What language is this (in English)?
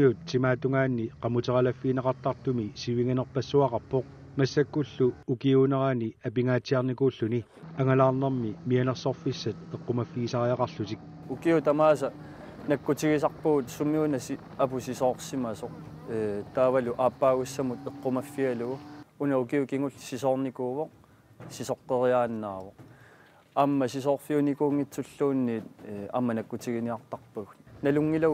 Kalaallisut